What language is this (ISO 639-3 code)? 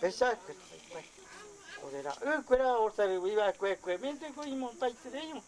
grn